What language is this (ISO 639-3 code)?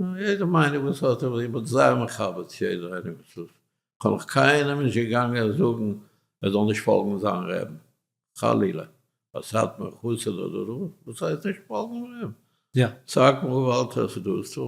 yid